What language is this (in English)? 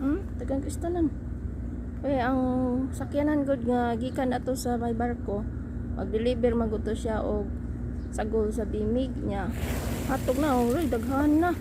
Cebuano